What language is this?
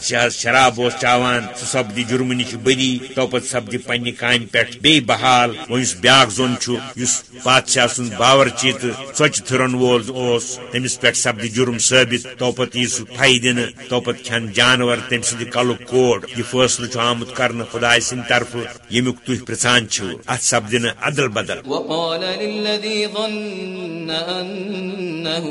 Kashmiri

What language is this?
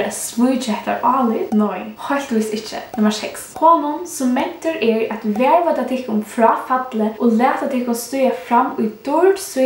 Faroese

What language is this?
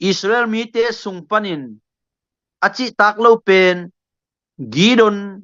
Tedim Chin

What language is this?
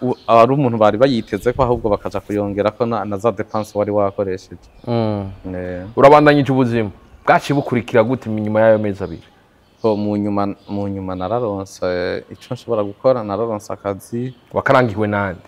Rundi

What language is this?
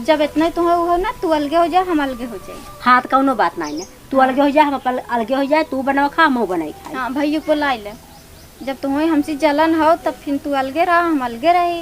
Awadhi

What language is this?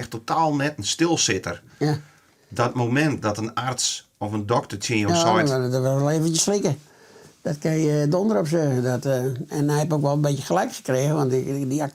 Western Frisian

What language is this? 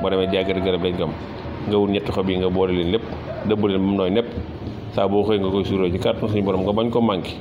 Wolof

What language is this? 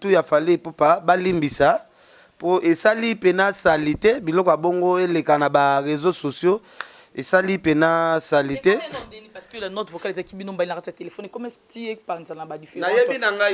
Lingala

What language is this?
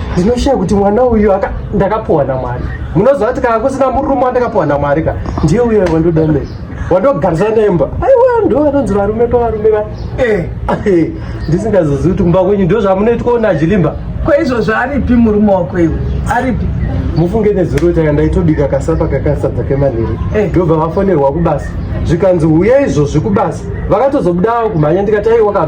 Shona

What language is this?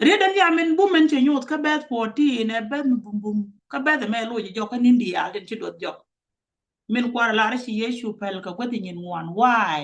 Nuer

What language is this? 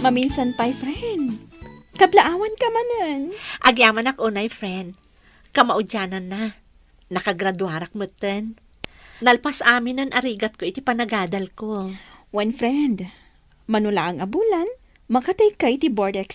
Iloko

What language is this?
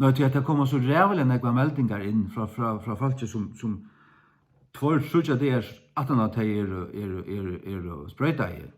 Faroese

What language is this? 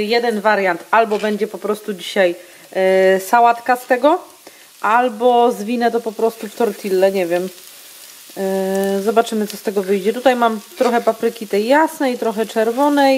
Polish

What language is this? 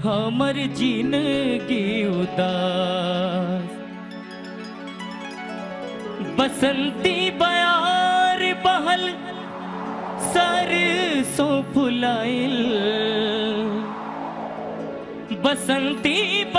Bhojpuri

